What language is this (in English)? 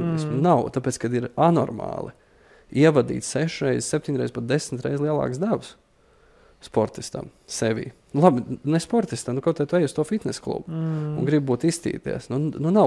Latvian